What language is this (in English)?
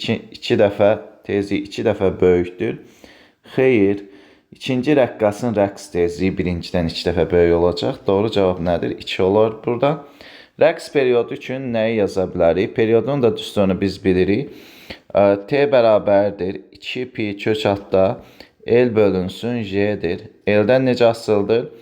Azerbaijani